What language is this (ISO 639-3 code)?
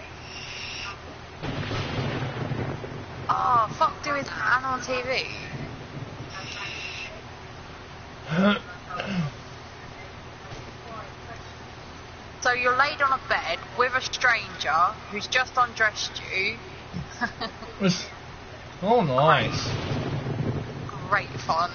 eng